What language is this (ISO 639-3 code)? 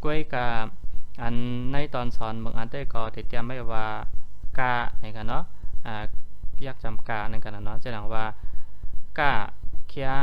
shn